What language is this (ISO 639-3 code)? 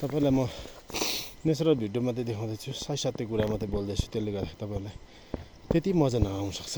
nep